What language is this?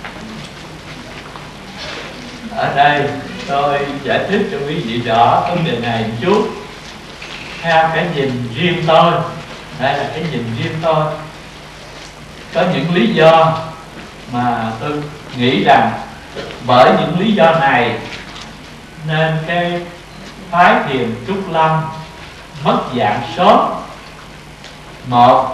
Vietnamese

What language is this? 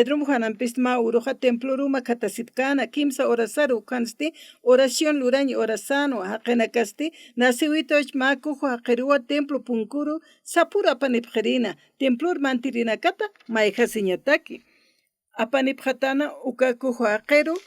Aymara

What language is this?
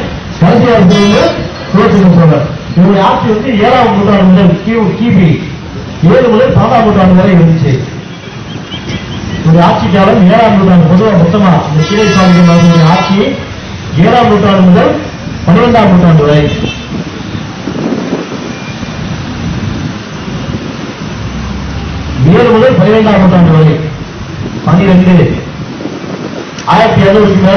Tamil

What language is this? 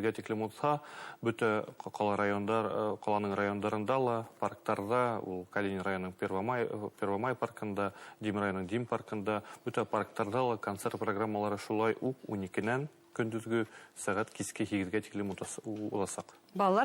Bashkir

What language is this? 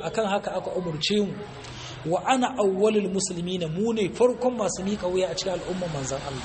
Hausa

